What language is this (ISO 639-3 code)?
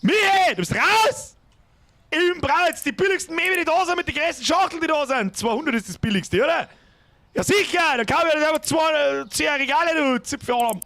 bar